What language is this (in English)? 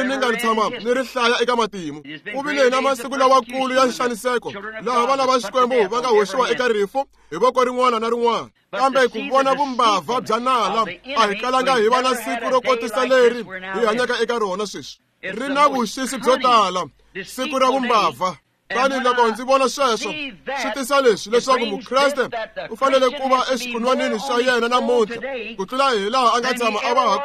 Tsonga